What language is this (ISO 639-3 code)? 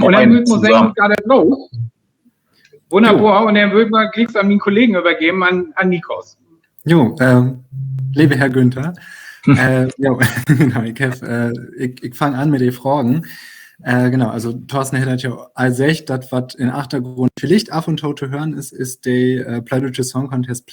nds